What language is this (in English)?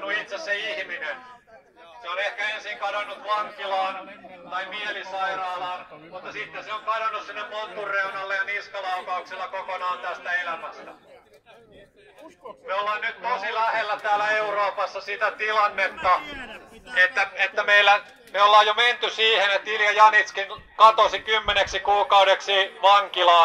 Finnish